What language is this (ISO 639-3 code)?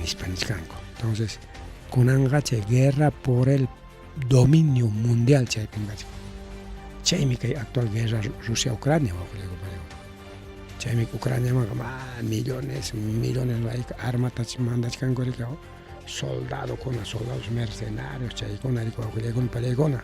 quy